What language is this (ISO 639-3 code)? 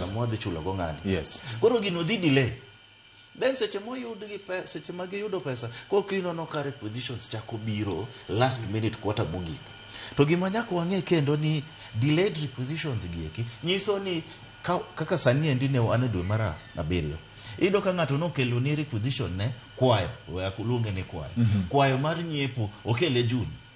luo